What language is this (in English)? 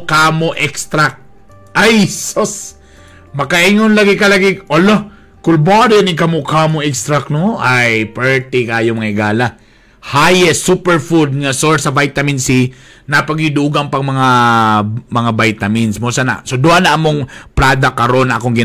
Cebuano